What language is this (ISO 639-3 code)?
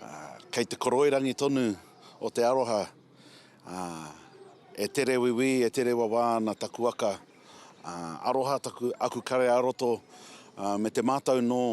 mri